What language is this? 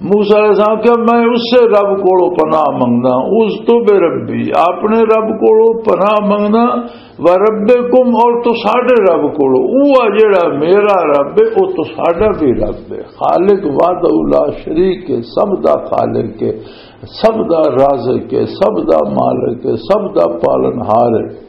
Western Panjabi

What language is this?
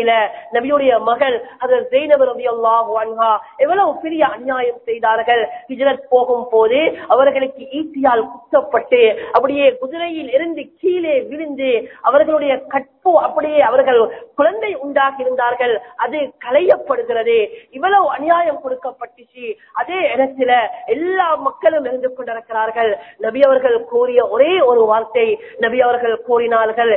Tamil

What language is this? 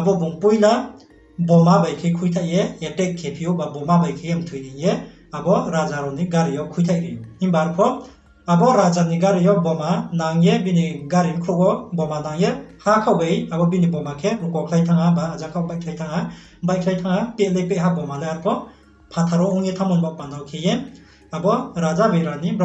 Riang (India)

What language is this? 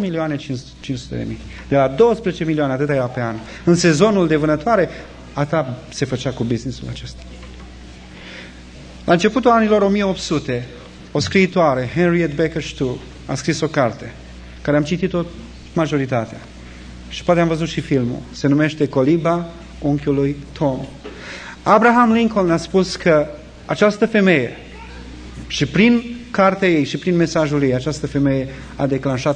Romanian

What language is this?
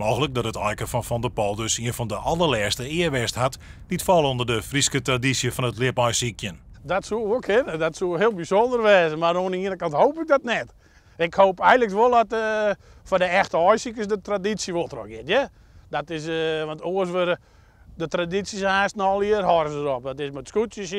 Western Frisian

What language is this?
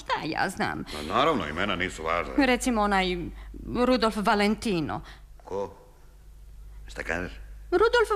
Serbian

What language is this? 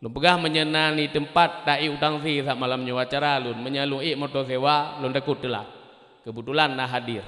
Achinese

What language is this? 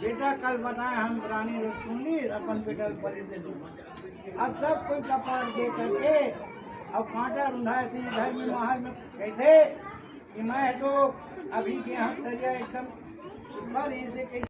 Chhattisgarhi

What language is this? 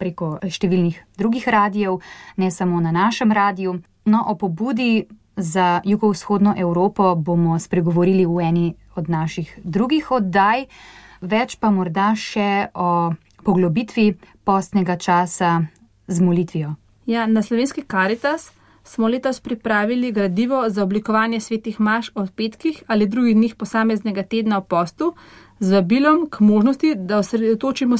Slovenian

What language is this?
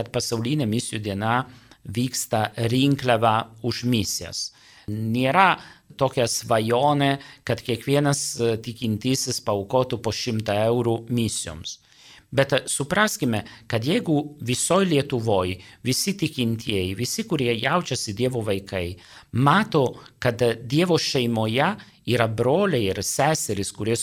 Lithuanian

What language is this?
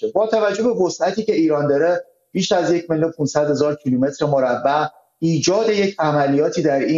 Persian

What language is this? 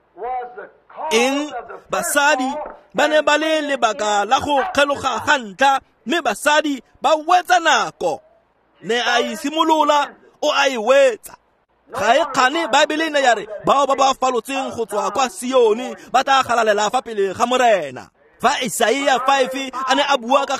Tswana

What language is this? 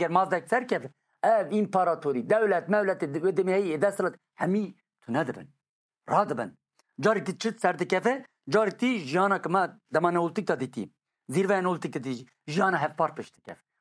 Kurdish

